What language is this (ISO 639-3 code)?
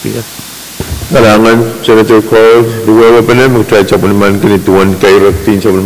pon